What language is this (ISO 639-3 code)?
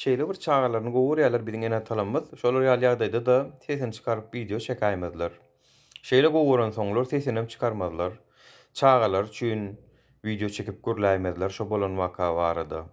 tuk